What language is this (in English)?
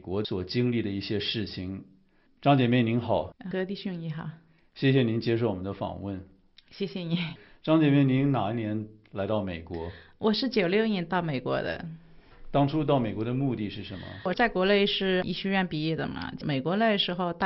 Chinese